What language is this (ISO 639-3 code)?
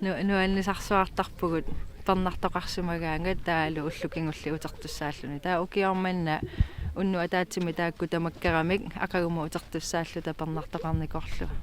kal